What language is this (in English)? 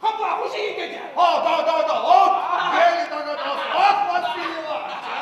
Chuvash